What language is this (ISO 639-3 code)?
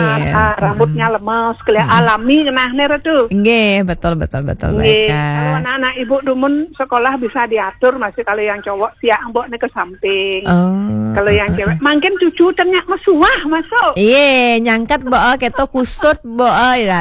ban